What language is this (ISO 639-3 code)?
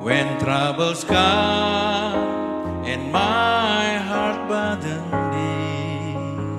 btx